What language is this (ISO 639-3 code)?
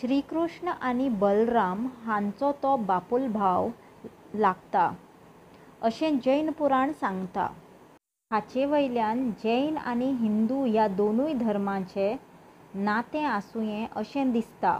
kok